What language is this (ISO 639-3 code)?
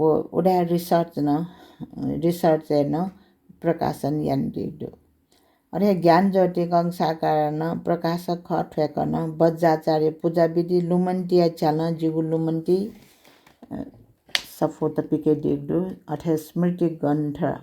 new